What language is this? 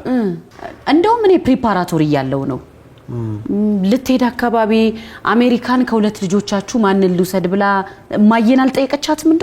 Amharic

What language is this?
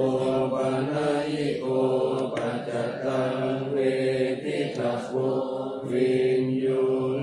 Pali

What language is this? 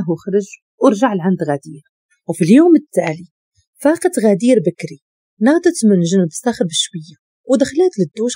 Moroccan Arabic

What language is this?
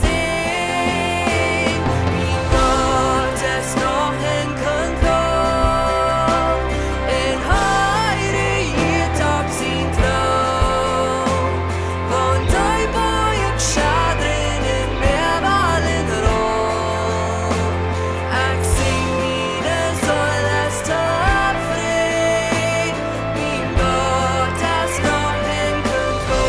Plautdietsch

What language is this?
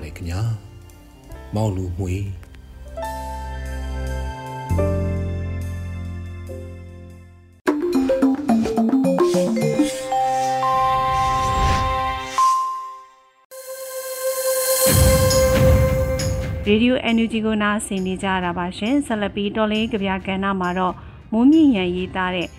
Burmese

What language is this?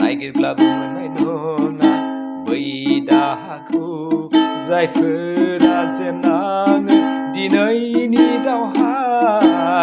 Bodo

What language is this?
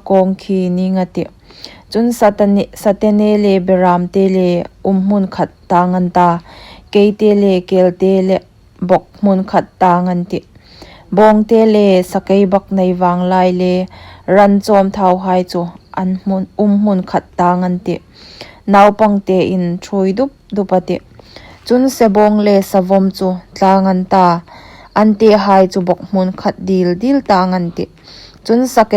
Hmar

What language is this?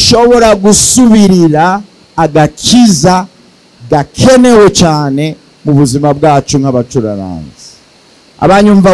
Rundi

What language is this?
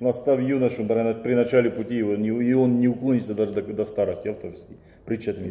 Ossetic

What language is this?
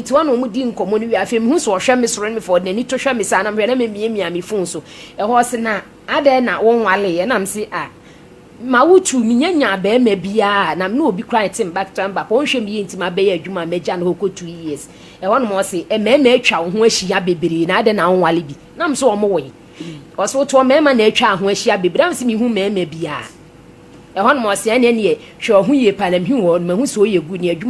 Akan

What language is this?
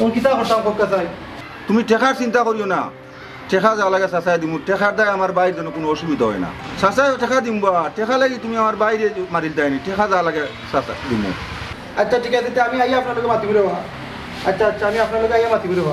Sylheti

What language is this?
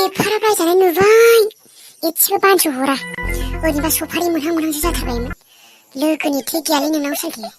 Bodo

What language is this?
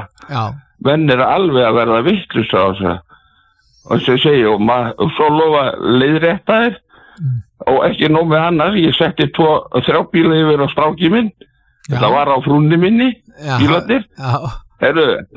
Icelandic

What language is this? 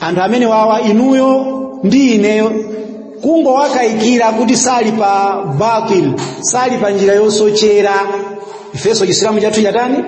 Nyanja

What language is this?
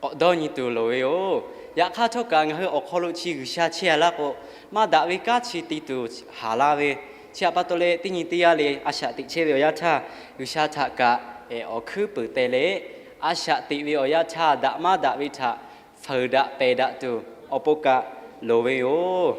Lahu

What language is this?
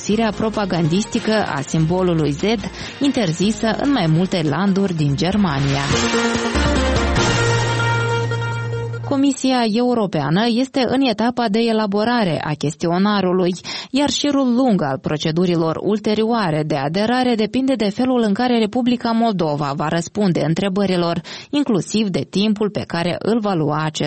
Romanian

